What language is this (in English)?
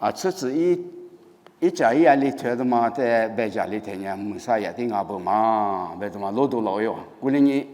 Lisu